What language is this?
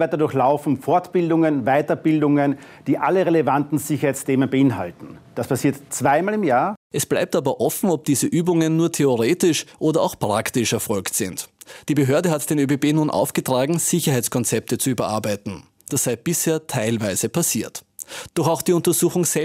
German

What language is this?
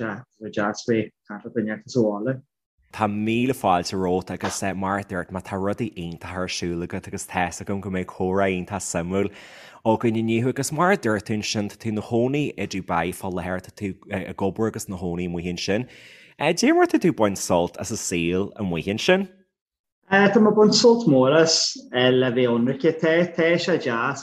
Irish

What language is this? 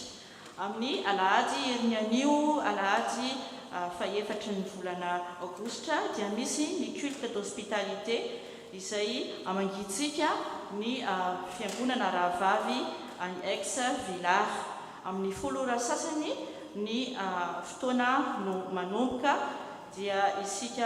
Malagasy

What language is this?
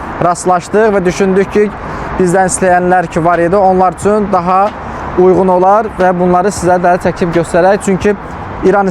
Azerbaijani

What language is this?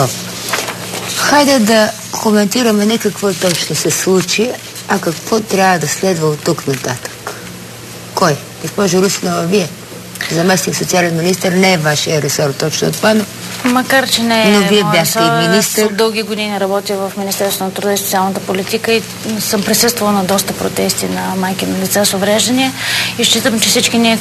Bulgarian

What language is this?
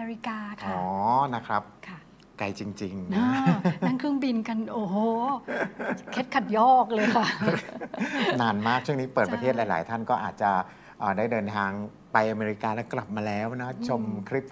Thai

